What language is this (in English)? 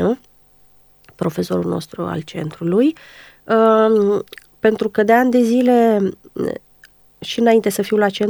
Romanian